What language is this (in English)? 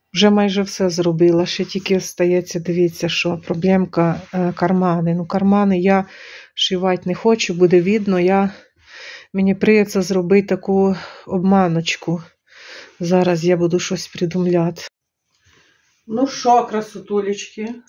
Ukrainian